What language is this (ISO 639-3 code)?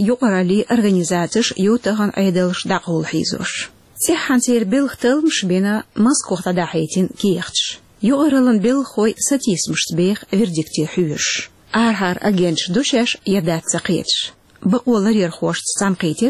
che